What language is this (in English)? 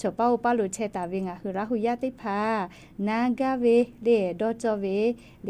Lahu